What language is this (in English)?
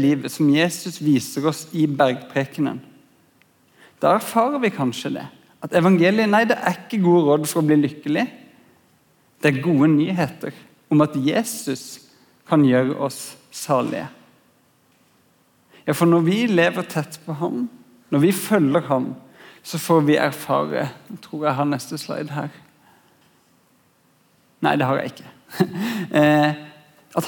Norwegian